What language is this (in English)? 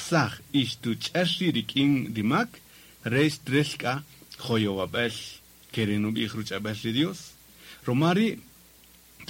Kaqchikel